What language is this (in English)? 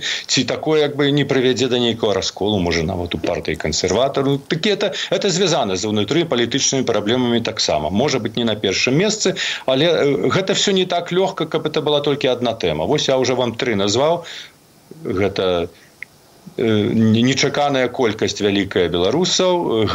Belarusian